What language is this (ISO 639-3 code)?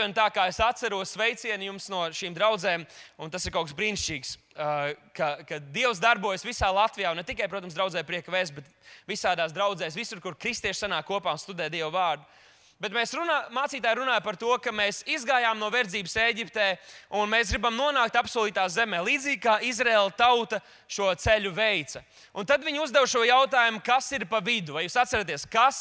lav